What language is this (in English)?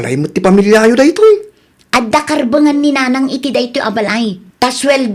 Iloko